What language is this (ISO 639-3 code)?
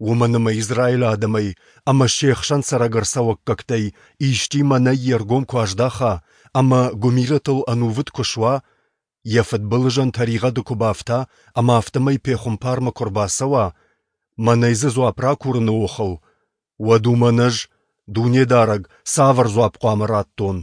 oss